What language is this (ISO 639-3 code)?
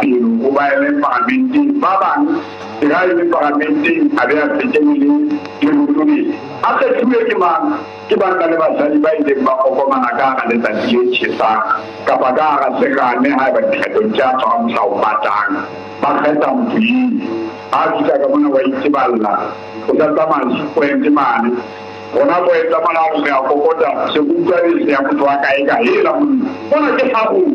sot